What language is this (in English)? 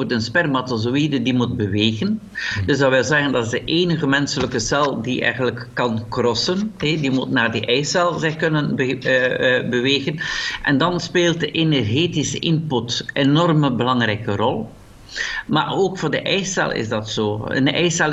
Dutch